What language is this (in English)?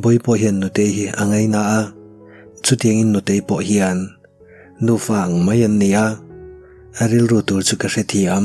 Mizo